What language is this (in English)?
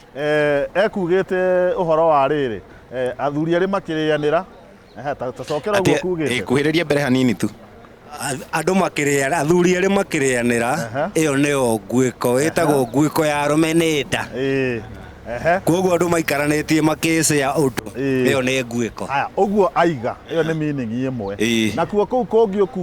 Kikuyu